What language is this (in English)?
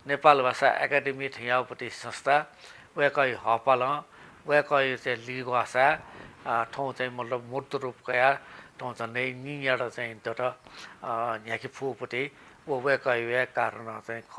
Newari